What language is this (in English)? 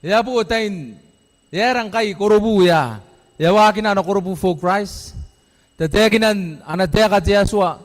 Gilbertese